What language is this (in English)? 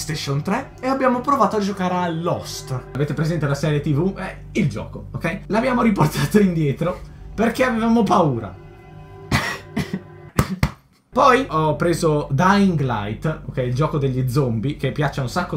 Italian